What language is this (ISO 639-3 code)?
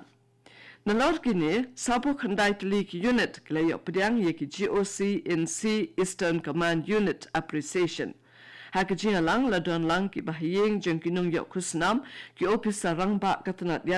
kha